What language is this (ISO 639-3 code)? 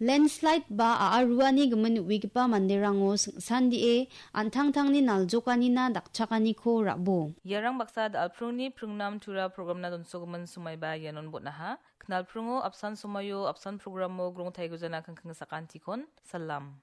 grt